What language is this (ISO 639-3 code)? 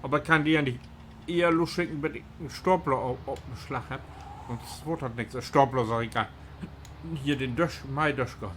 nds